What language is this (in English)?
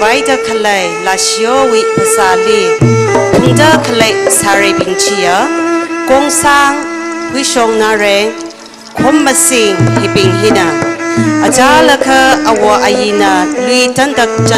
Tangkhul Naga (India)